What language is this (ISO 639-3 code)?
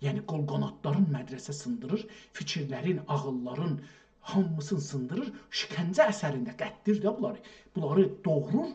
azb